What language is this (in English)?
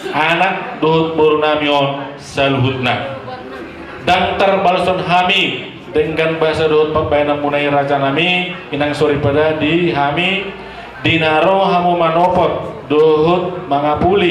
Batak Toba